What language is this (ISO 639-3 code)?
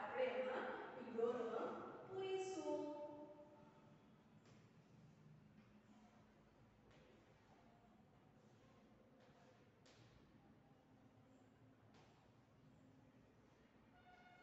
guj